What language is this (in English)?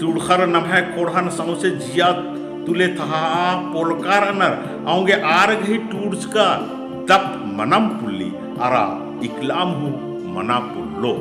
Kurukh